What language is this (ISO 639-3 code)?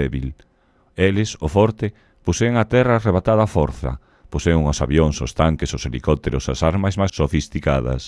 glg